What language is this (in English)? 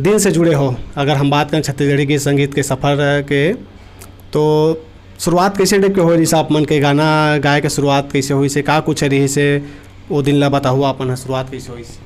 Chhattisgarhi